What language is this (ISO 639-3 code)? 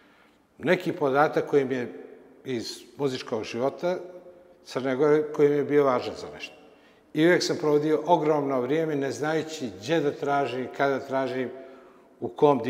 srp